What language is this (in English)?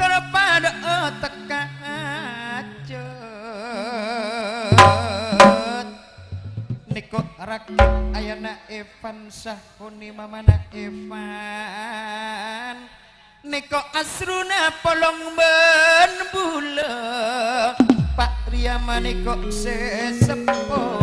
Madurese